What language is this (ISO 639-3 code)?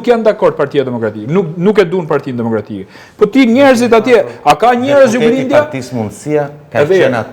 sqi